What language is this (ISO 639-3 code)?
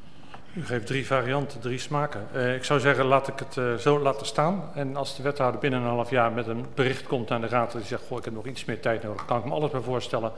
nld